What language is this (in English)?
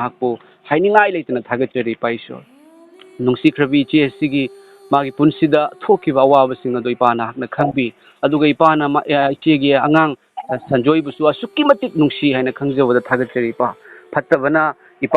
Manipuri